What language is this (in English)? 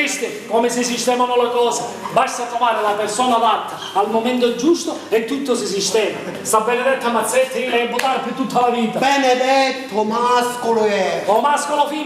Sicilian